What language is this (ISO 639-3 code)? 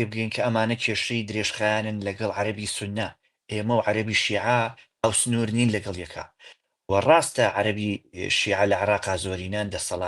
ckb